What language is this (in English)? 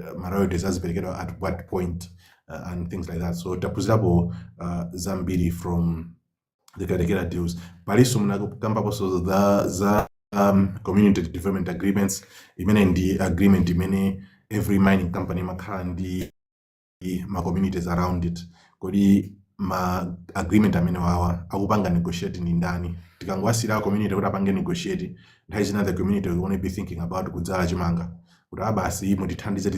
Nyanja